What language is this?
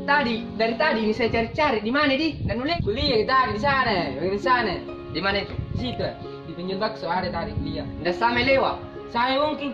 Makassar Malay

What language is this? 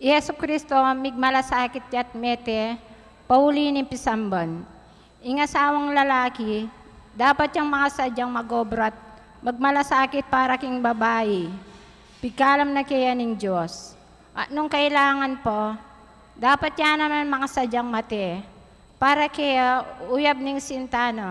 Pampanga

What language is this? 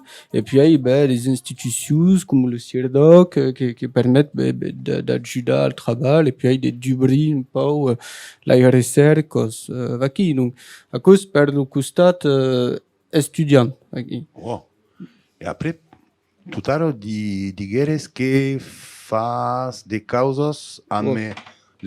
Occitan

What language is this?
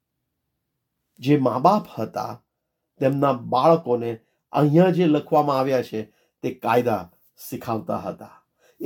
Gujarati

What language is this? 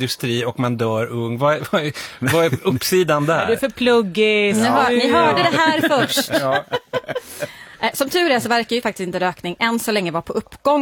Swedish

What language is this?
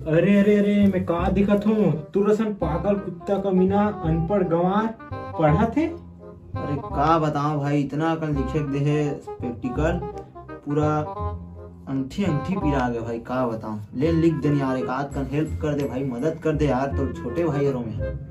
Chhattisgarhi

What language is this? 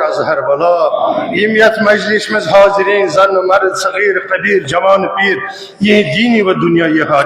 Kashmiri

